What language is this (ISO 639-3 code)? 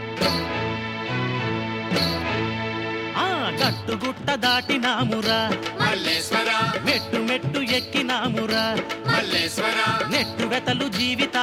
tel